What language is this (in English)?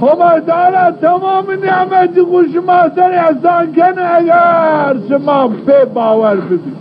Zaza